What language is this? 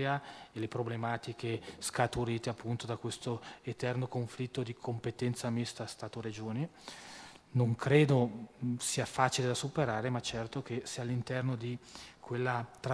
Italian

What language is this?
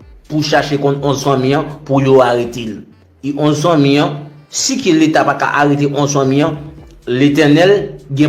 Haitian Creole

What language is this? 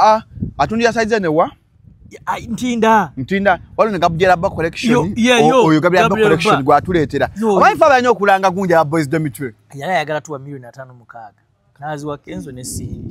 Ganda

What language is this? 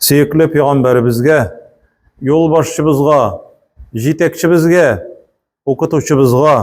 Tatar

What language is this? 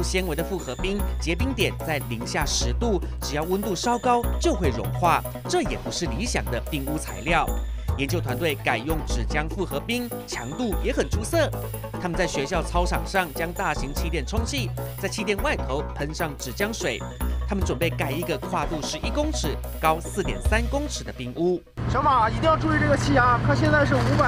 Chinese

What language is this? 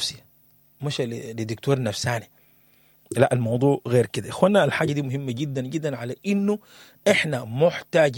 Sudanese Arabic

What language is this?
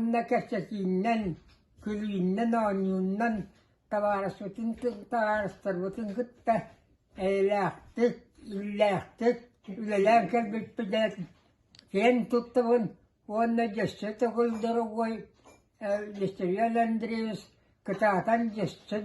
Yakut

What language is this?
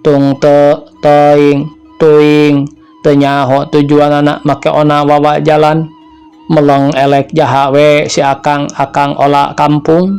Sundanese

